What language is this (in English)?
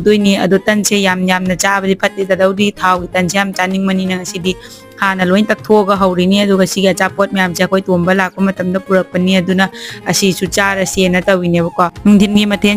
Manipuri